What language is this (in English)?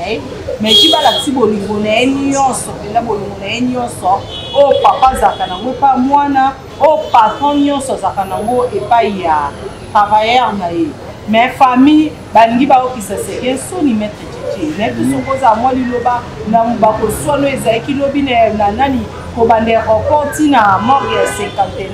Lingala